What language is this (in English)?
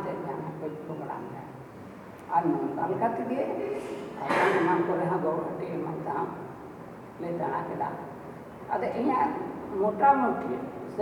Santali